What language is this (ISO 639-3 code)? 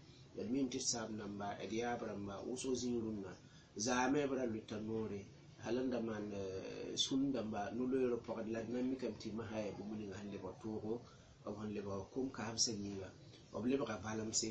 mos